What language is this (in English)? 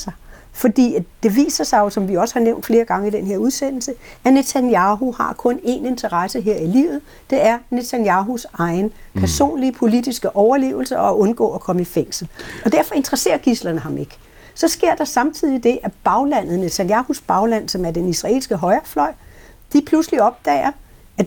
Danish